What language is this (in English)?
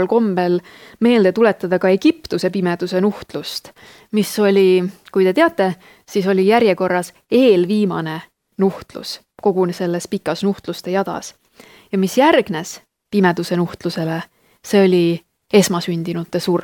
Estonian